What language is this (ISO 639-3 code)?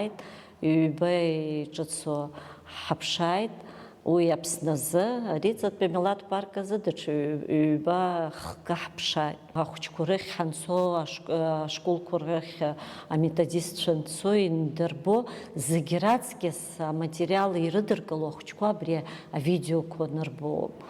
abk